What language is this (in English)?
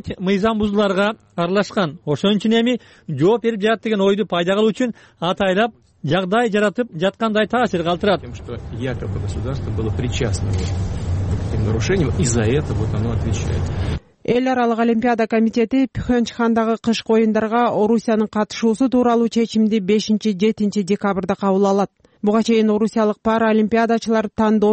Kyrgyz